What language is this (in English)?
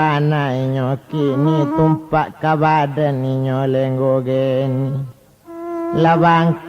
Minangkabau